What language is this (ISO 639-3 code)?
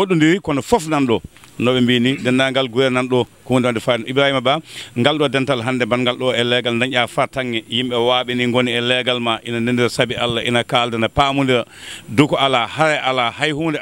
ful